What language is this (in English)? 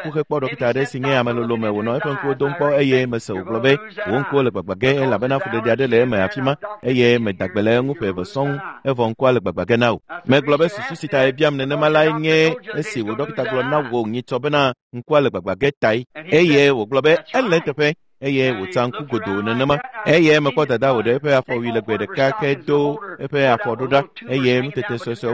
Ewe